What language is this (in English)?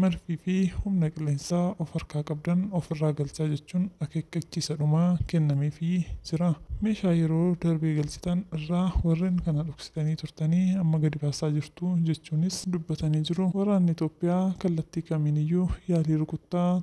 Oromo